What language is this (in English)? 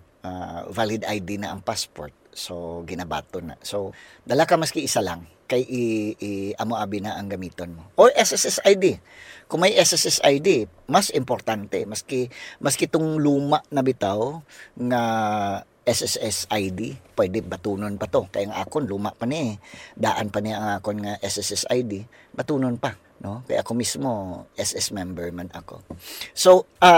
Hiligaynon